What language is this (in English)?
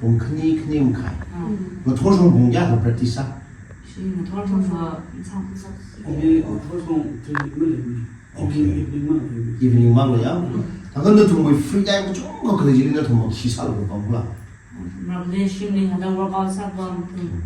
Tangkhul Naga (India)